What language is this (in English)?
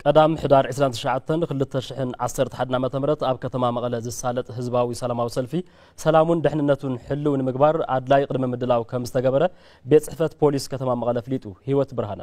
Tigrinya